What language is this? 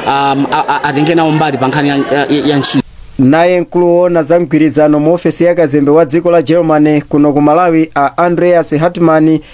Nyanja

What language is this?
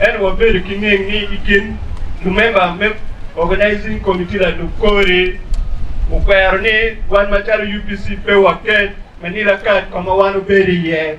Acoli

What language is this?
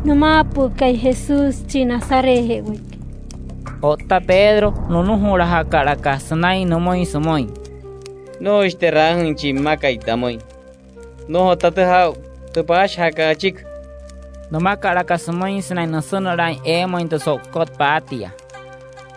Wayuu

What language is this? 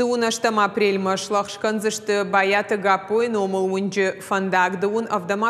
Ossetic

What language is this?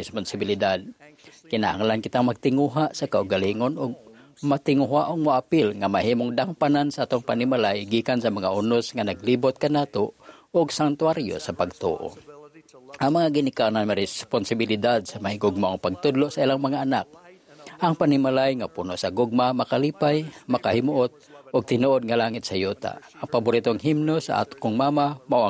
Cebuano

